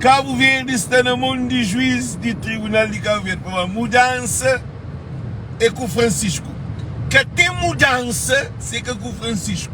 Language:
Kabuverdianu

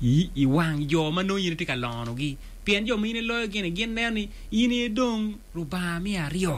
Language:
Acoli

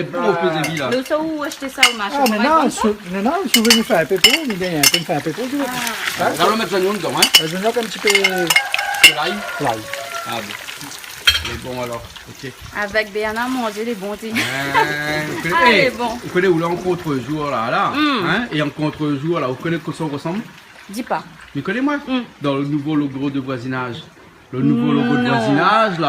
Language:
Réunion Creole French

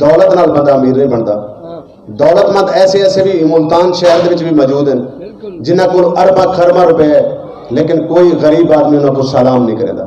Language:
Saraiki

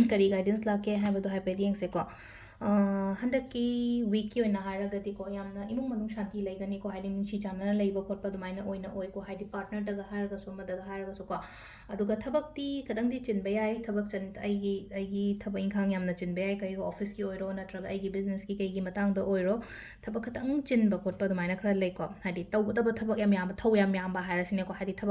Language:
Manipuri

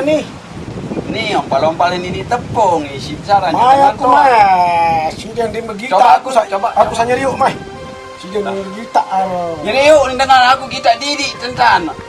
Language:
Sasak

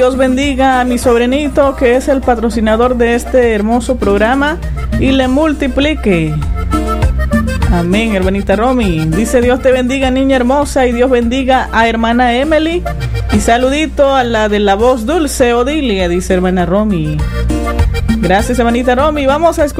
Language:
Spanish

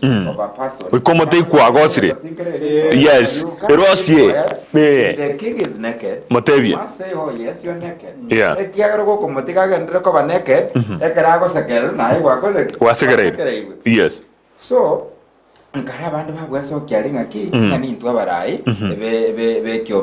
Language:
Gusii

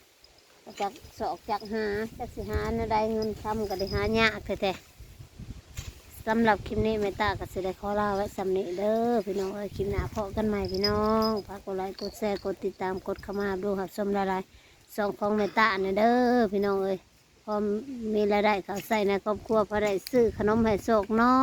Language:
Northeastern Thai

